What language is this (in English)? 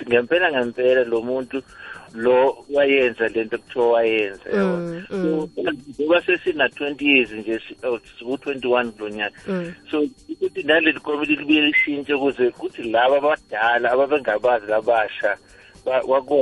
South Ndebele